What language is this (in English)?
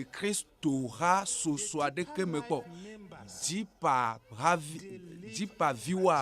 Ewe